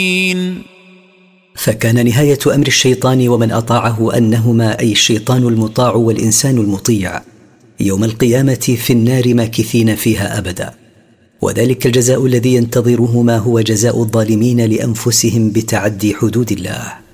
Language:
Arabic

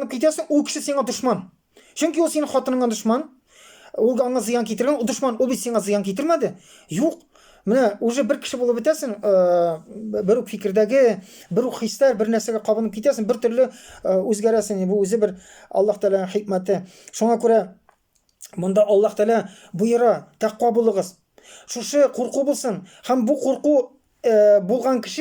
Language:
Tatar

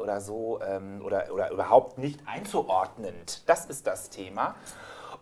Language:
German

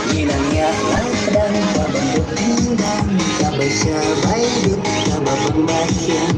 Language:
Khasi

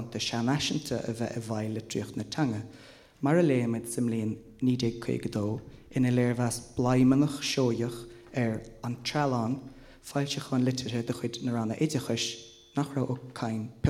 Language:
Irish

